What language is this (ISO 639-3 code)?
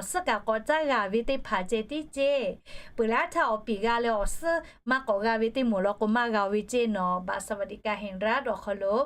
lhu